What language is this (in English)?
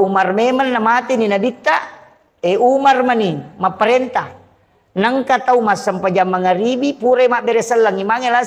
Buginese